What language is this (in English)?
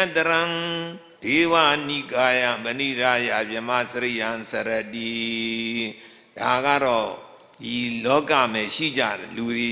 Burmese